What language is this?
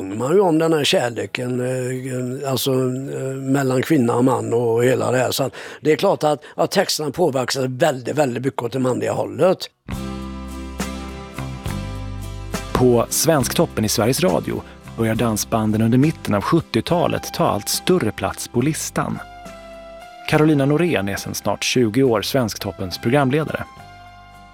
Swedish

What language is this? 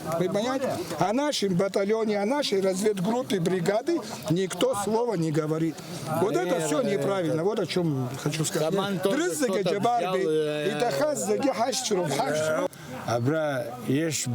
Abkhazian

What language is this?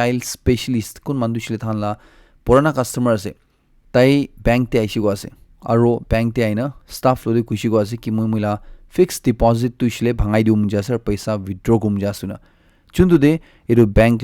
Naga Pidgin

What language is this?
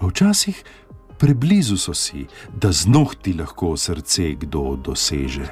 Slovenian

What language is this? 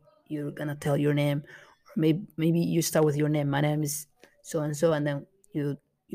English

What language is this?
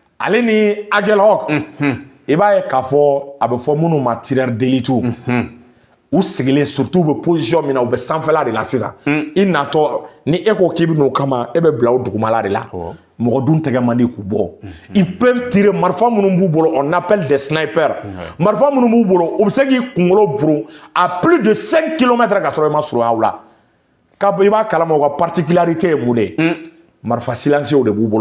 Bambara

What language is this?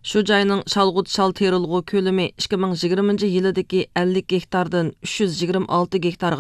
Uyghur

